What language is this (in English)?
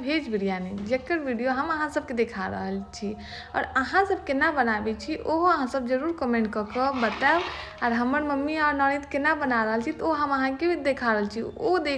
Maithili